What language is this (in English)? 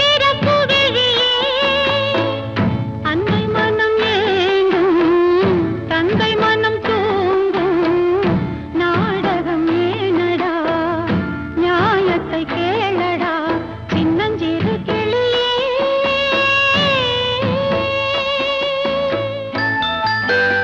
Tamil